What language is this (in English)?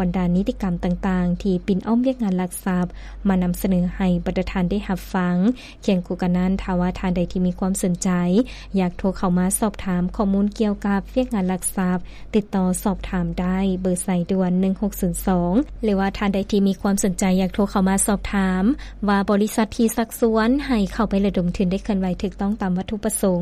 Lao